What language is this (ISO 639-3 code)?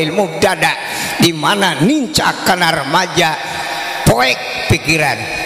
sun